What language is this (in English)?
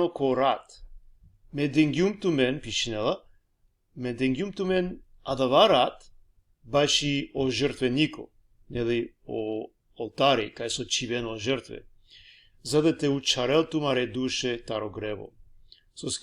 Balkan Romani